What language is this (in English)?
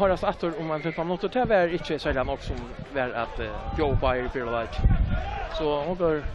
Faroese